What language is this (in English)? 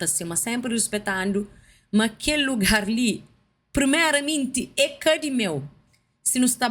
Kabuverdianu